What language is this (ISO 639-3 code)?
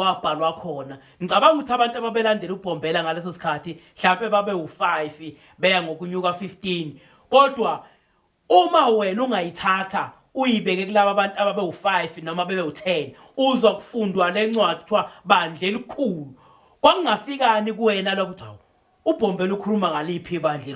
zul